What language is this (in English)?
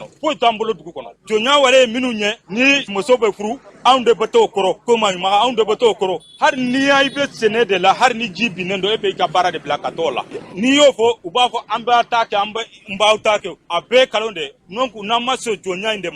Bambara